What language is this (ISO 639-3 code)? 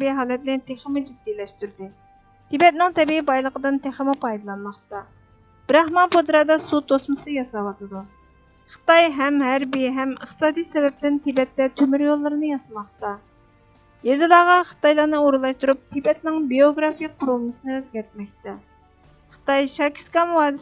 uig